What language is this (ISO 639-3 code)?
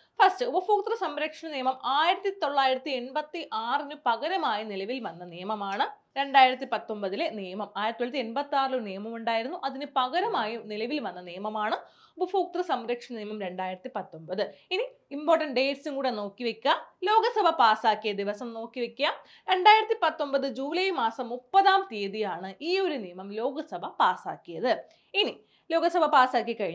mal